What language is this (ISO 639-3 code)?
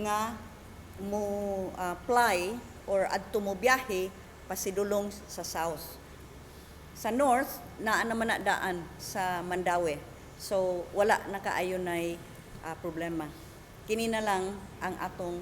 ceb